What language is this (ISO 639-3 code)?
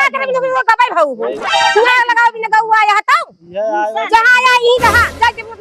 awa